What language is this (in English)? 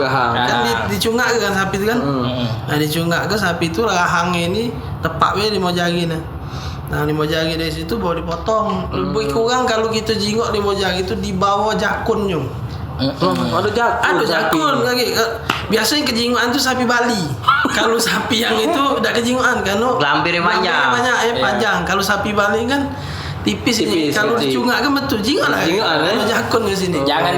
Musi